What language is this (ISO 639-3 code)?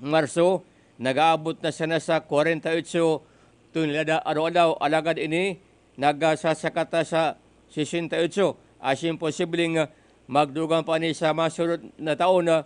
bik